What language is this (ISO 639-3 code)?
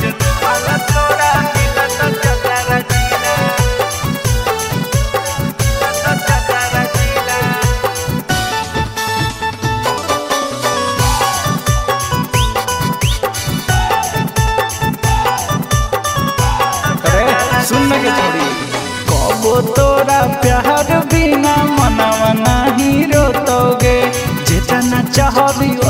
bho